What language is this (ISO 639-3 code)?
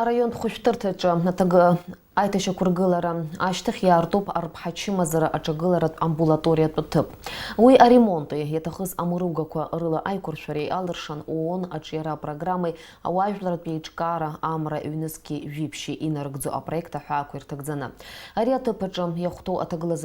abk